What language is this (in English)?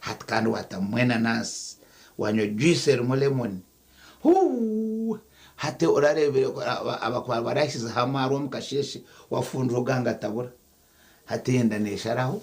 Nyankole